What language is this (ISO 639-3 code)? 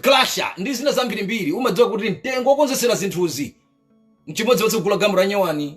nya